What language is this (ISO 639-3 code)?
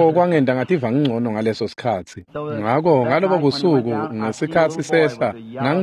ssw